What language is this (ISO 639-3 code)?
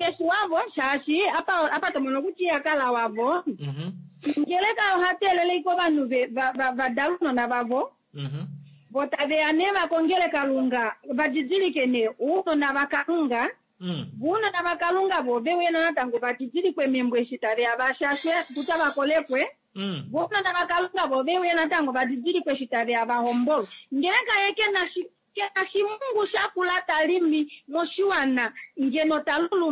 kua